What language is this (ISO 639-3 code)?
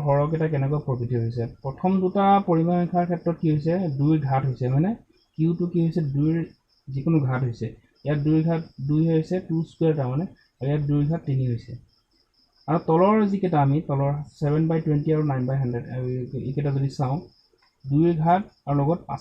asm